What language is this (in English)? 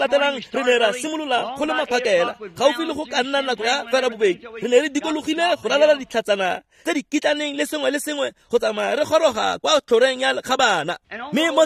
Tswana